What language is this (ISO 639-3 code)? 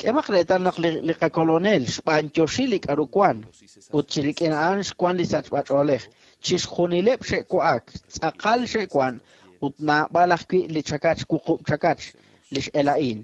kek